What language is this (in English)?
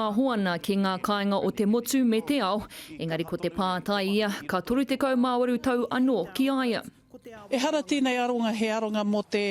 Māori